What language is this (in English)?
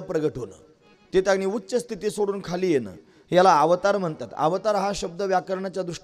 Marathi